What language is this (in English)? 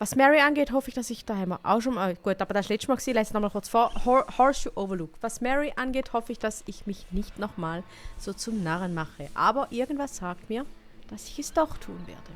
Swiss German